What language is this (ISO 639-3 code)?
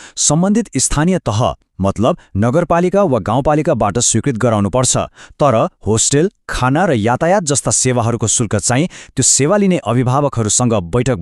nep